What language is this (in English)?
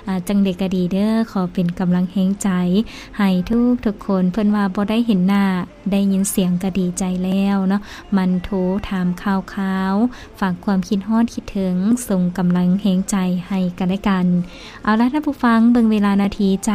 Lao